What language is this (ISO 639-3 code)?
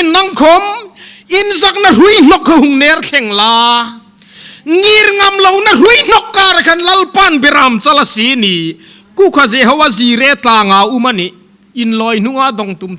hmr